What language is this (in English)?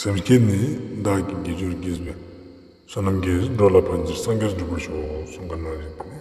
Ladakhi